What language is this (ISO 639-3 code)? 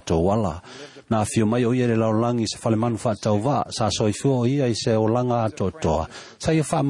smo